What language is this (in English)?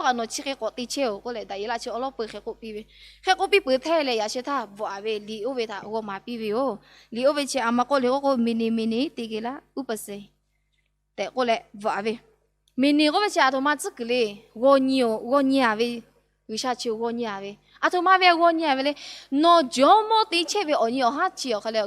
Lahu